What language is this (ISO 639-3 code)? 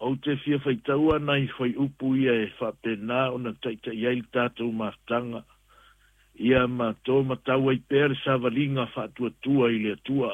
smo